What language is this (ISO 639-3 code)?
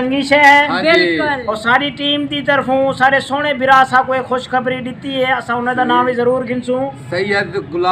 skr